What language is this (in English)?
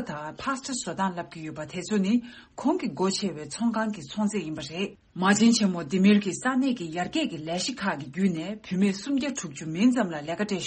Tibetan